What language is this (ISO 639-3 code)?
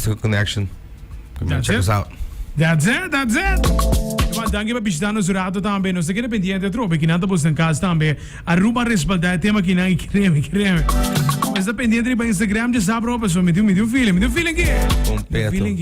pap